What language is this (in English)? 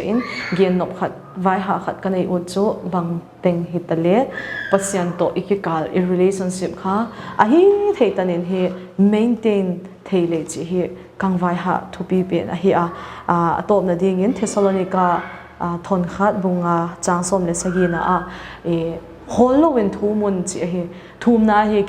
Paite Chin